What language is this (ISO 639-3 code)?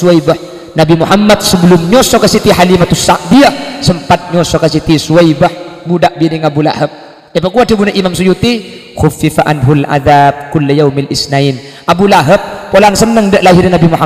mad